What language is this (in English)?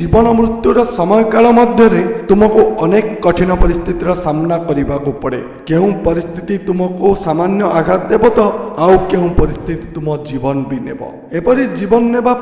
Odia